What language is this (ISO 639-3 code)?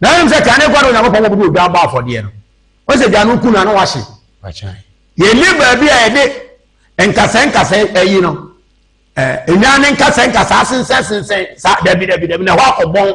aka